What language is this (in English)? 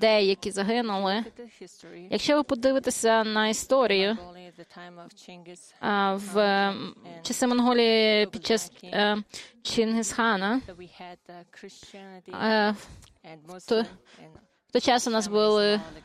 Ukrainian